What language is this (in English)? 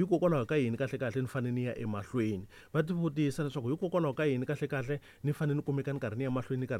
Tsonga